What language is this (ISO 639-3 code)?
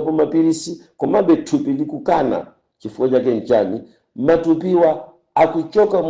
nya